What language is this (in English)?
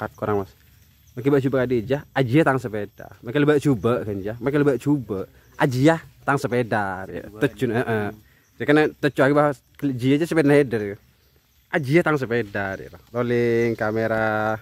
Madurese